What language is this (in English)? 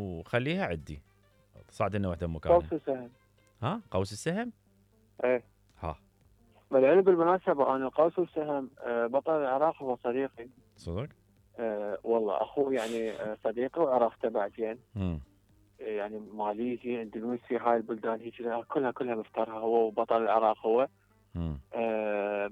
Mesopotamian Arabic